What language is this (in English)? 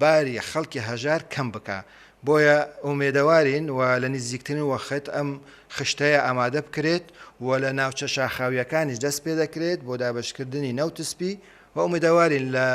Central Kurdish